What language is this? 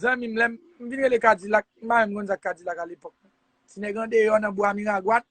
Haitian Creole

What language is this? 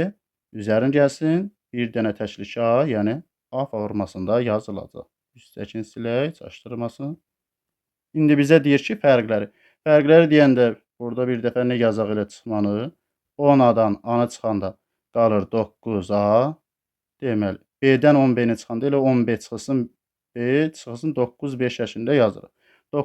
Azerbaijani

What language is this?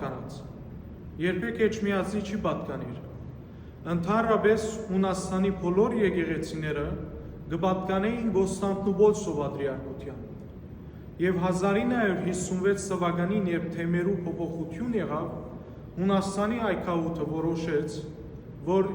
Western Armenian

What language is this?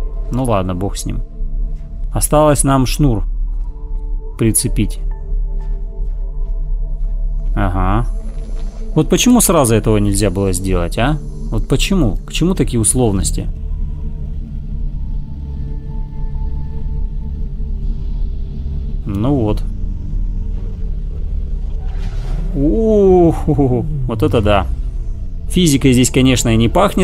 Russian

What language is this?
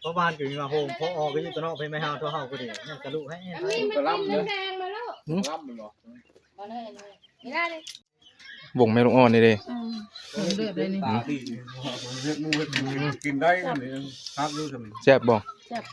Northeastern Thai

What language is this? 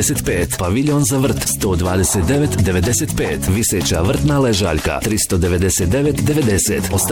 Croatian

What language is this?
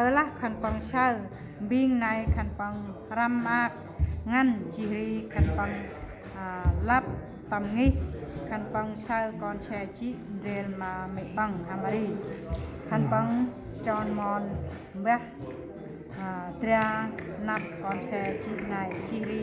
Central Mnong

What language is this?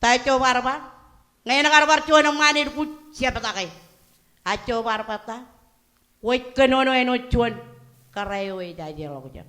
Marshallese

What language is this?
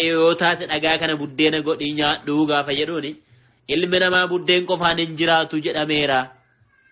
Oromo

